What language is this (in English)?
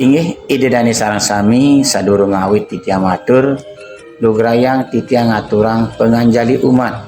Balinese